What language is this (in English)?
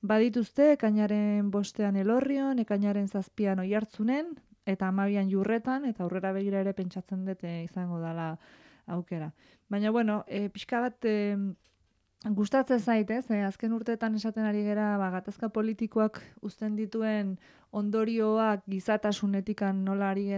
Basque